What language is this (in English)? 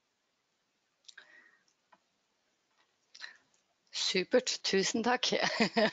Norwegian